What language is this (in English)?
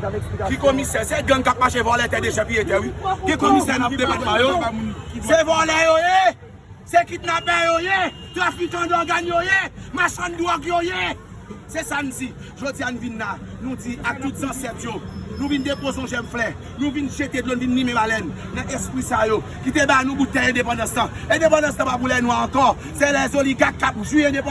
Haitian Creole